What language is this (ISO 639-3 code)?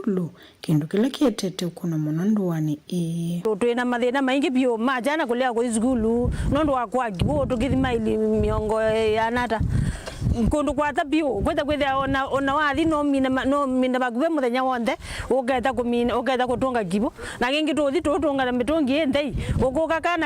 kam